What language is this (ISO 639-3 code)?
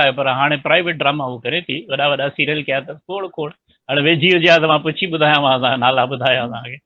snd